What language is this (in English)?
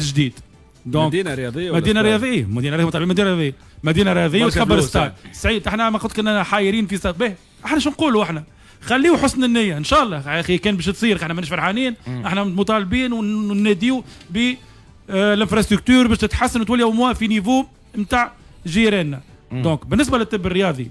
Tunisian Arabic